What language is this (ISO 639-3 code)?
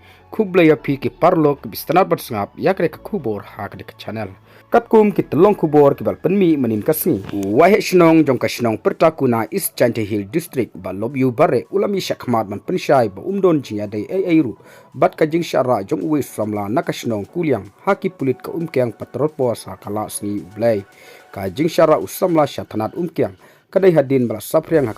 kha